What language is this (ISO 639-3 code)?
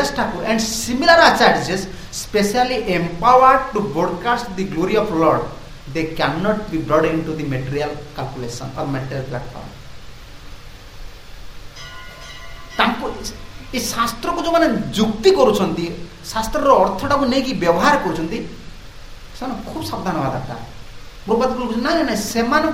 ori